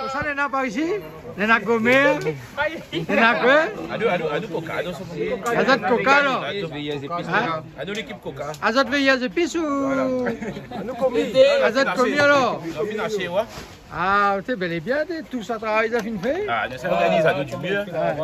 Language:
Réunion Creole French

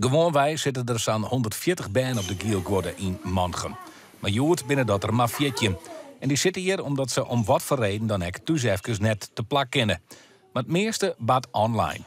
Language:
Western Frisian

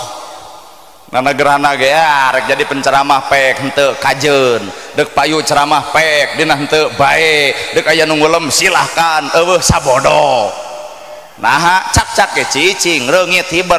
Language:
Sundanese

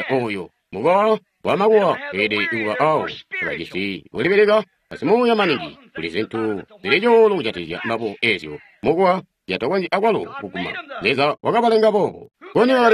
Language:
Tonga (Zambia)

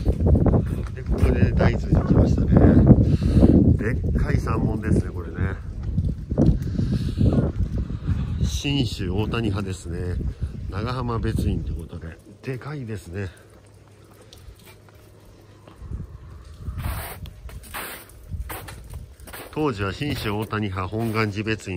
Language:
Japanese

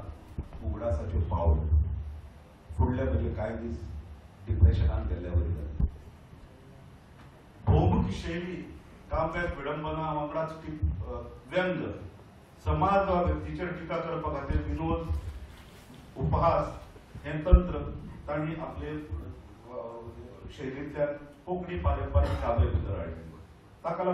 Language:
Konkani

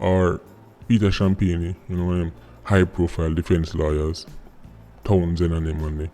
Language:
Jamaican Creole English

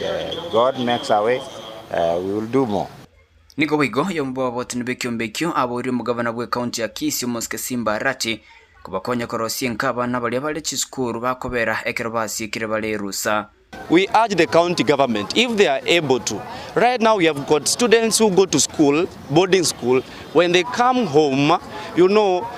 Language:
Gusii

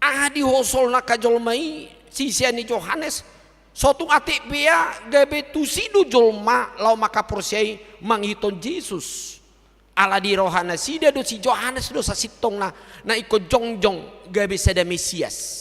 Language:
Batak Toba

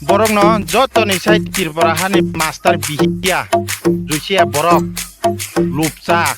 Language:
Kok Borok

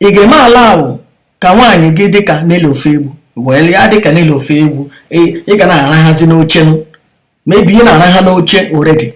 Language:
Igbo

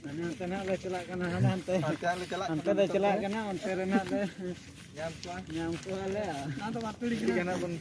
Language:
Santali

